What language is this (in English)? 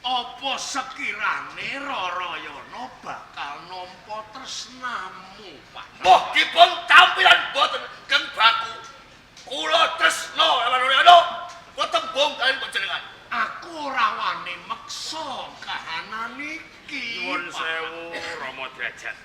Javanese